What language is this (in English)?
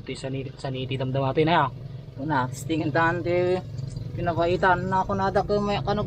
Iloko